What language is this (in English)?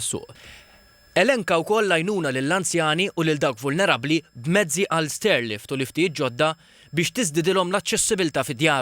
Maltese